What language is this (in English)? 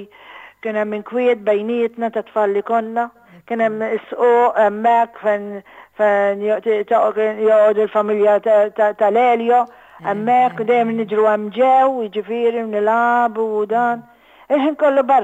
Maltese